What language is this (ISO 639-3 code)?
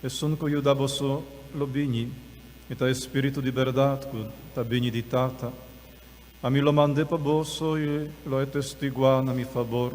pap